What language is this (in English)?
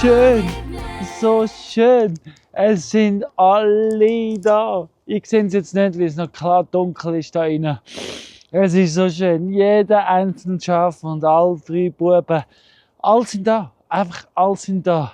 Swiss German